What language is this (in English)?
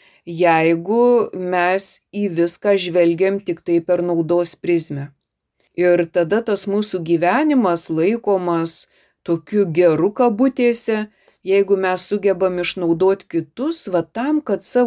Lithuanian